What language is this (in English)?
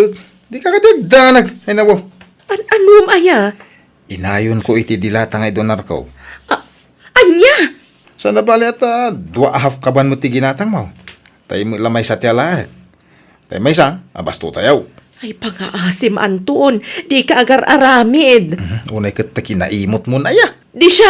Iloko